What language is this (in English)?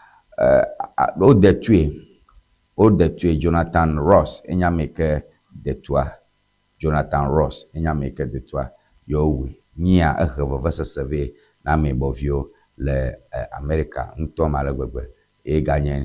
Ewe